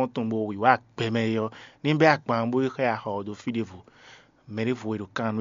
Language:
Fon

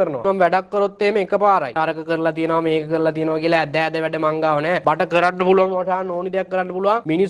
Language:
Sinhala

